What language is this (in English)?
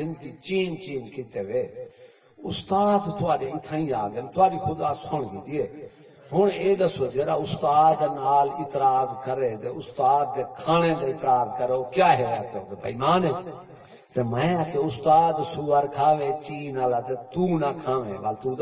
Saraiki